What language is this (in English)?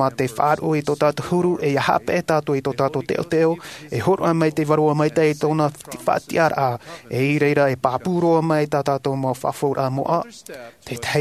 Tahitian